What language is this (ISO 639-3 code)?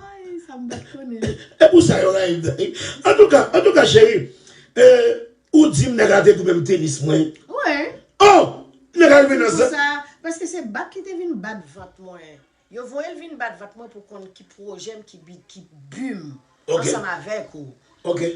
hat